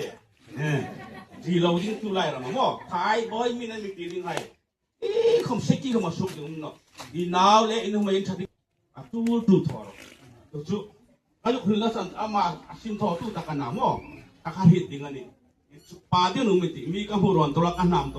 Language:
Hmar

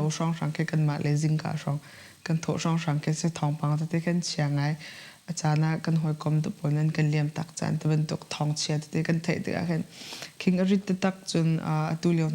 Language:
Hakha Chin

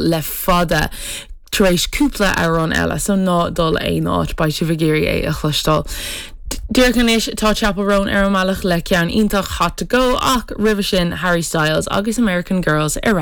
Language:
Irish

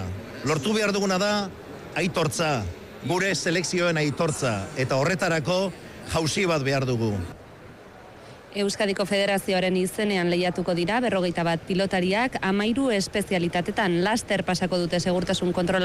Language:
Basque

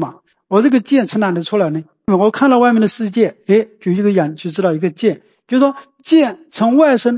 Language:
Chinese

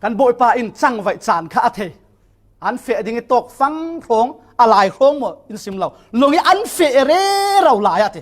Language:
Falam Chin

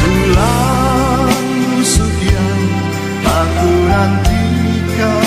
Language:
Batak Karo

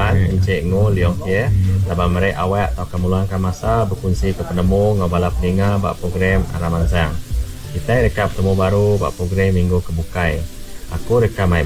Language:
Iban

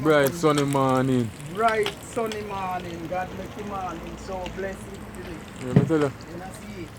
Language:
Jamaican Creole English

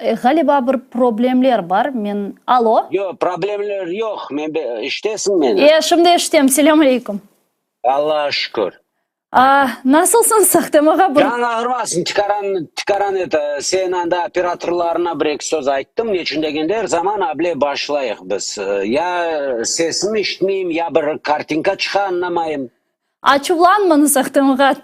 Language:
Crimean Tatar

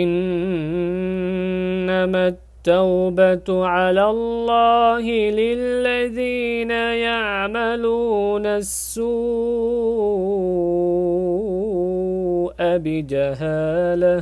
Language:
Divehi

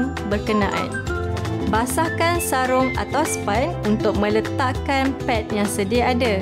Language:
Malay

